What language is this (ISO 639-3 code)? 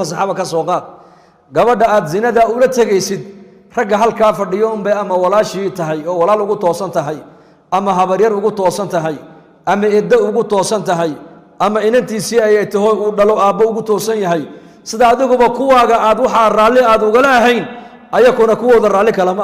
som